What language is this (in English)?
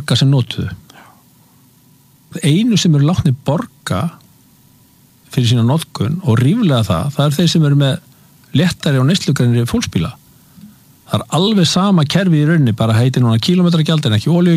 Icelandic